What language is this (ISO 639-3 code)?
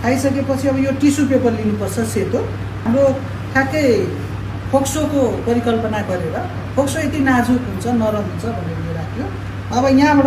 nep